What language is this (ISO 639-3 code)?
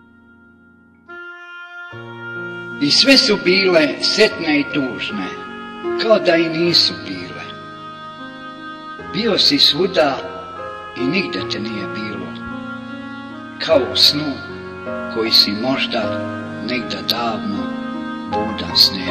srp